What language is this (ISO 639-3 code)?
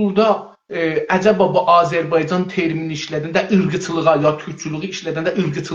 azb